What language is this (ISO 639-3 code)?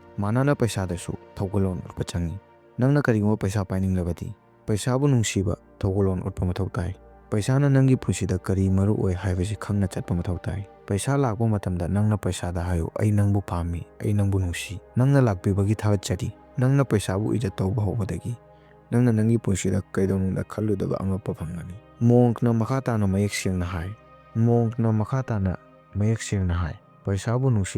mni